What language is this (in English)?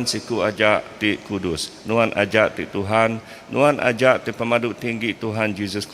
Iban